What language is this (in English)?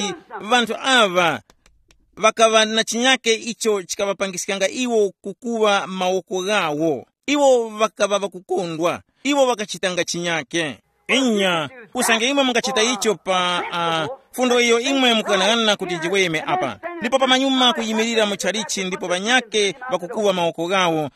Tumbuka